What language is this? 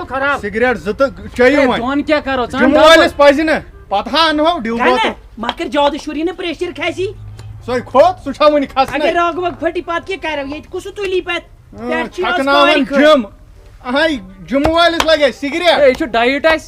Kashmiri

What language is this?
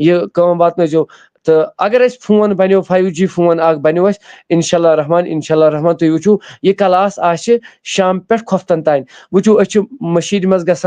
Kashmiri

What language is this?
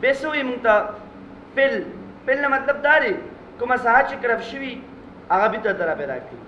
Pashto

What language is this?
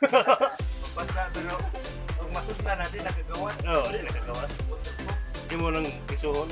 Cebuano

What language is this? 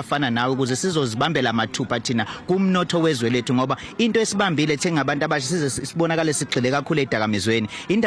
Zulu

